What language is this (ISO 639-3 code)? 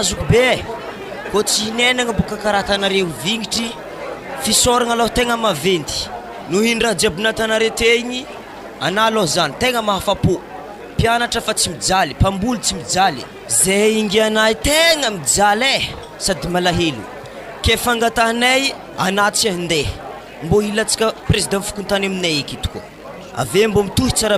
mlg